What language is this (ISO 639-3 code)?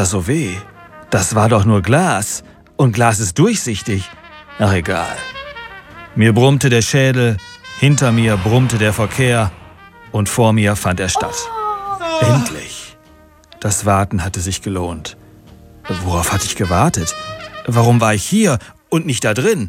deu